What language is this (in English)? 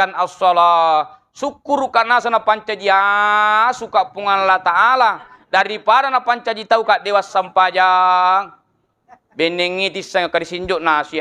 Buginese